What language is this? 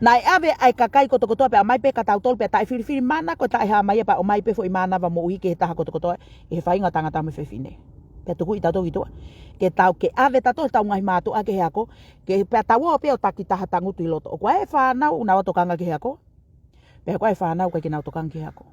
Tongan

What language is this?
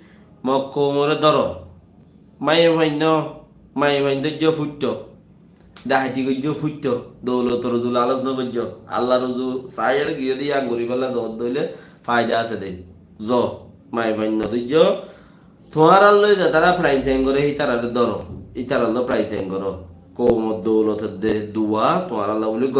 Rohingya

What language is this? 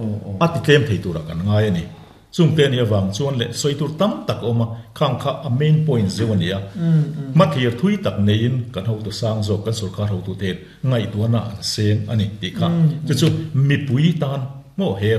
Mizo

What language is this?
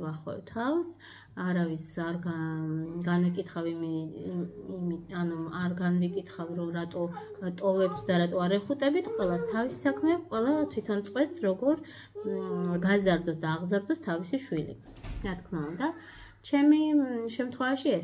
Georgian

